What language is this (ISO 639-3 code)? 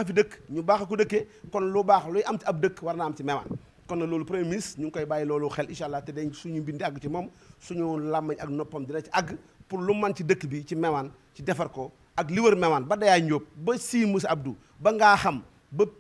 wol